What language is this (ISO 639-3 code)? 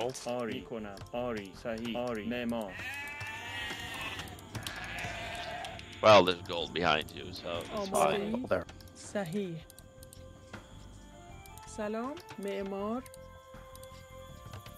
fas